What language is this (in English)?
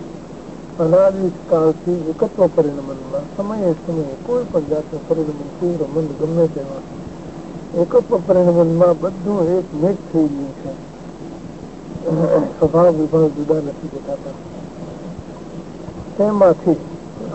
Gujarati